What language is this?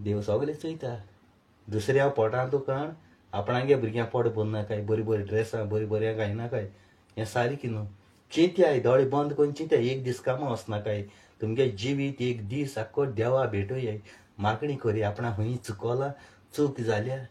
Konkani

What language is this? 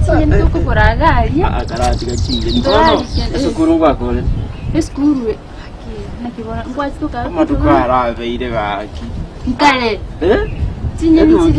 Gusii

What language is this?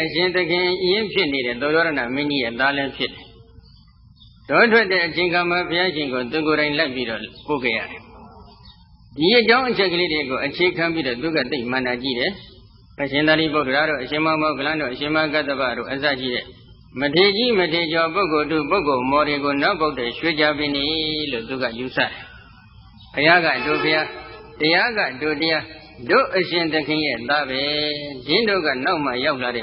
Burmese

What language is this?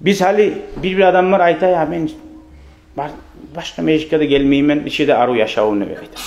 Kumyk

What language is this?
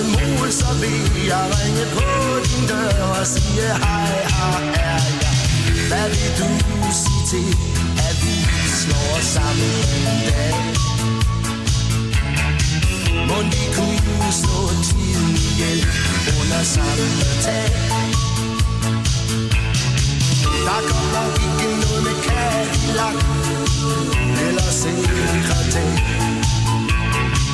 Danish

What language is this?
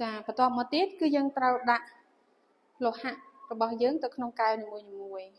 Khmer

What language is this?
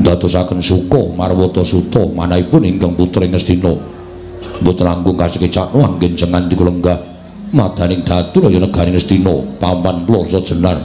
Javanese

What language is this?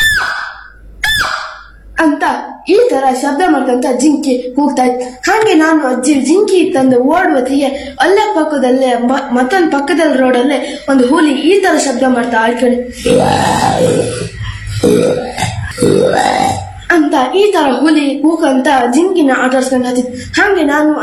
Kannada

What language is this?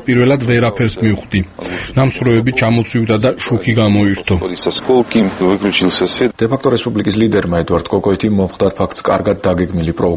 Georgian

